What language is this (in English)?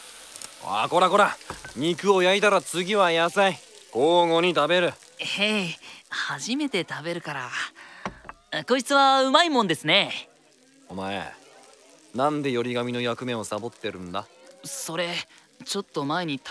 Japanese